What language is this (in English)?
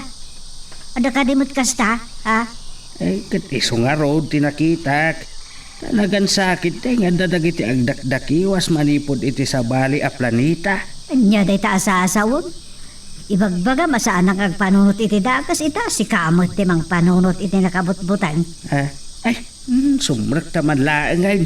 Iloko